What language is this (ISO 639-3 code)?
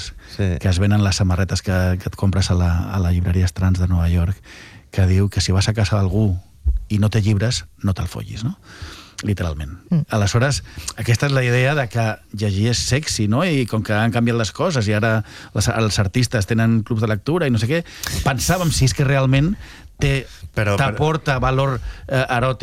cat